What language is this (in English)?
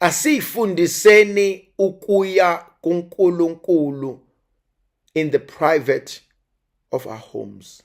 Zulu